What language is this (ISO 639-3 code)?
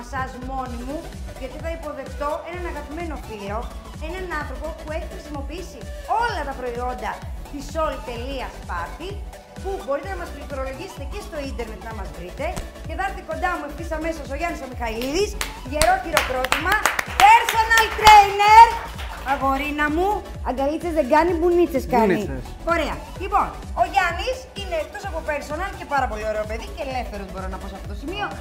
ell